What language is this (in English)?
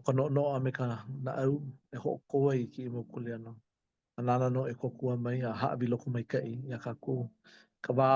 Hawaiian